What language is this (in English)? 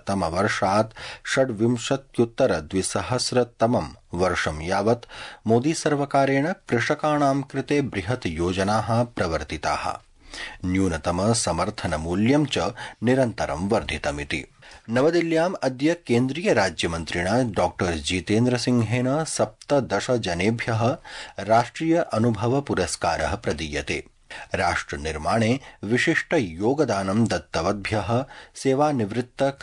Sanskrit